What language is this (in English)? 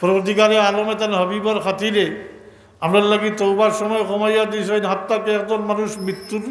Sylheti